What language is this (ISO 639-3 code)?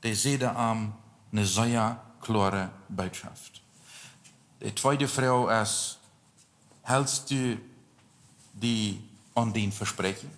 pdt